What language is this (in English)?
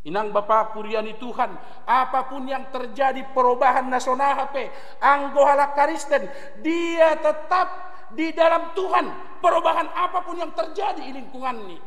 Batak Simalungun